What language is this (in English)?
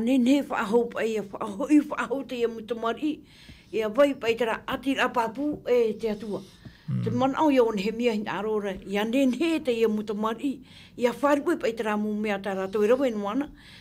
Tahitian